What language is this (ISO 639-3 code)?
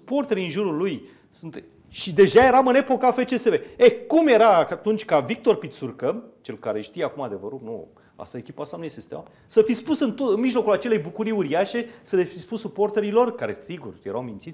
ron